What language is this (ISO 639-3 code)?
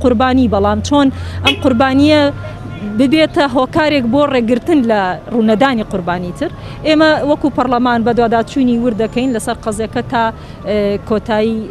ckb